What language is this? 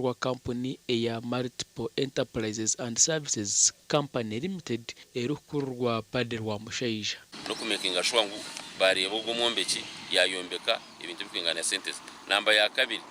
Nyankole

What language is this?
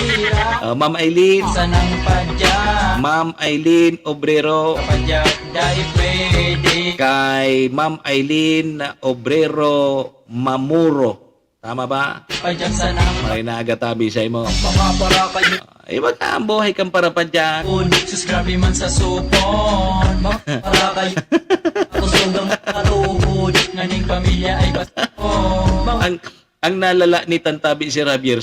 Bikol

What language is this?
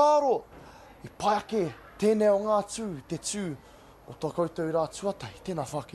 Māori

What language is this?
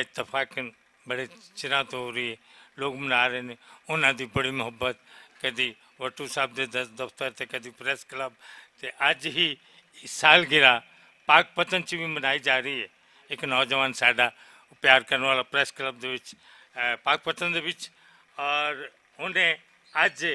Western Panjabi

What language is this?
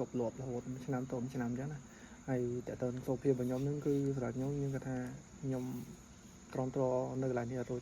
Khmer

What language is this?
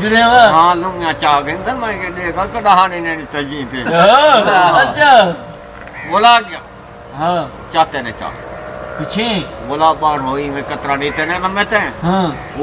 Saraiki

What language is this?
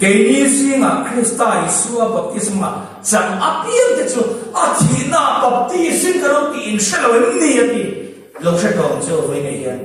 Mizo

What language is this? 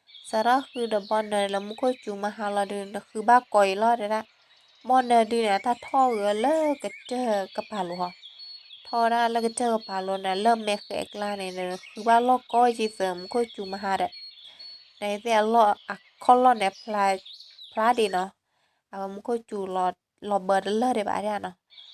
S'gaw Karen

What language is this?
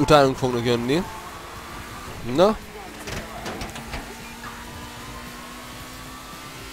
Hungarian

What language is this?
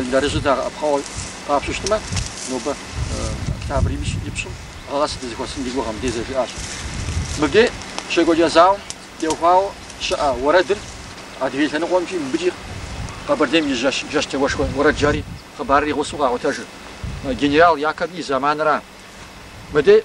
Kabardian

